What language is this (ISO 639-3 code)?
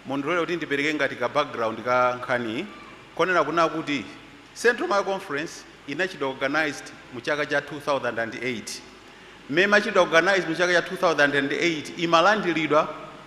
nya